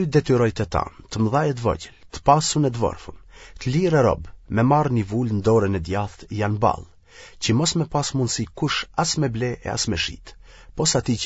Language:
Albanian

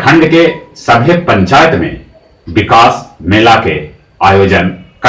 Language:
Magahi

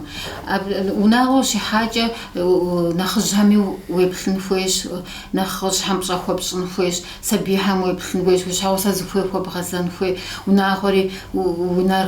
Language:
Kabardian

